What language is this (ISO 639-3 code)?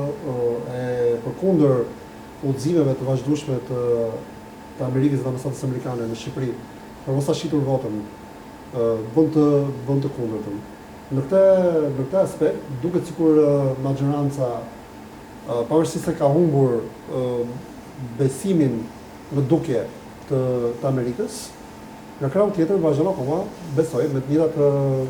sqi